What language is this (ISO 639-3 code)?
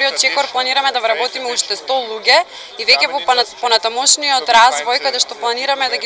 mkd